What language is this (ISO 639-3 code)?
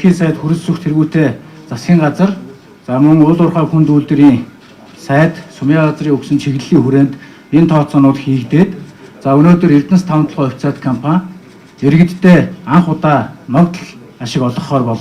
mon